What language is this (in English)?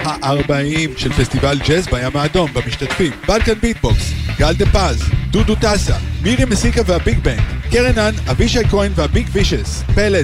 Hebrew